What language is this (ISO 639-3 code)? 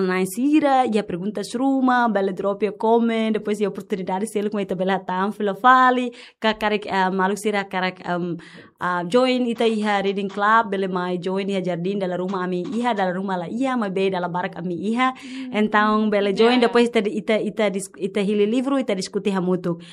tet